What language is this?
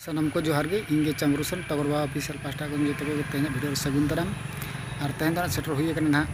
Santali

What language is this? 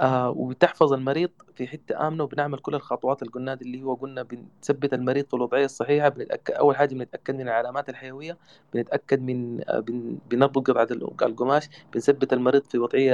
Sudanese Arabic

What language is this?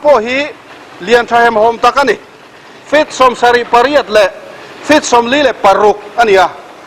Mizo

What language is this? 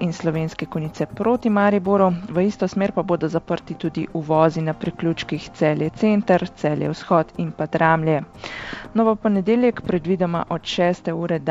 Slovenian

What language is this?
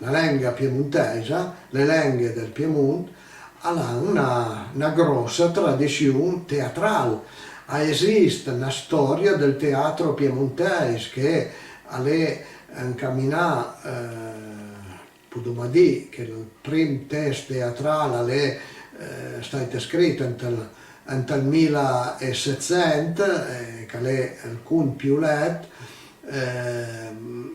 Piedmontese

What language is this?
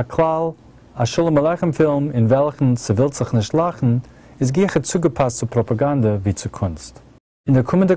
Yiddish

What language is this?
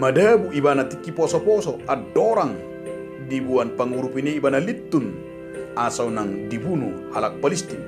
Batak Toba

